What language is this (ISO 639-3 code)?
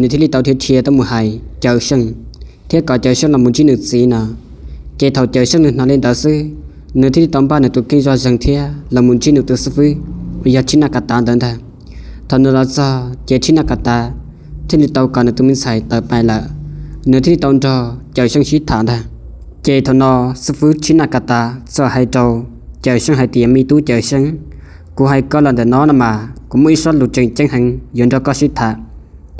hmn